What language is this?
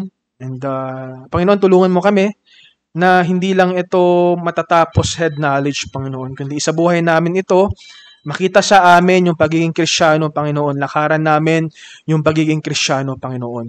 Filipino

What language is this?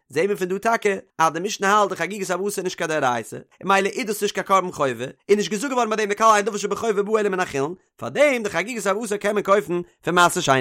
Yiddish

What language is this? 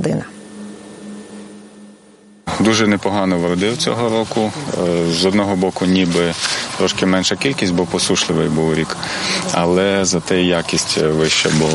Ukrainian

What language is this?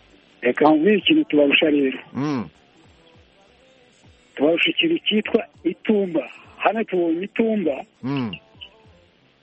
Kinyarwanda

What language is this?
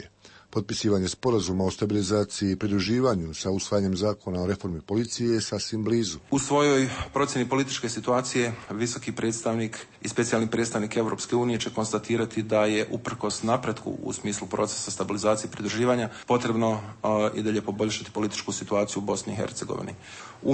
Croatian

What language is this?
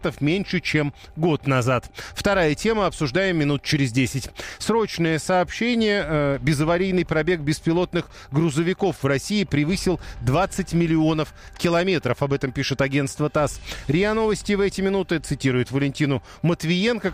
Russian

